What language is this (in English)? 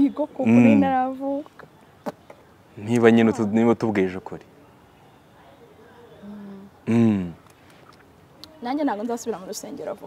Kinyarwanda